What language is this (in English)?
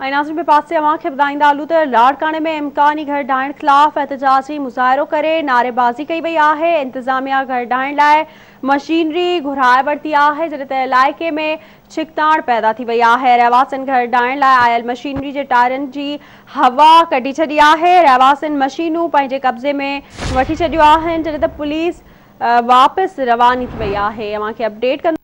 Sindhi